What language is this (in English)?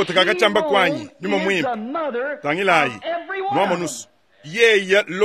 Luba-Lulua